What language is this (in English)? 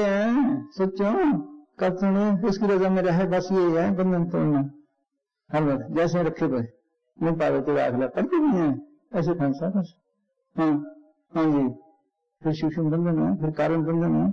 Hindi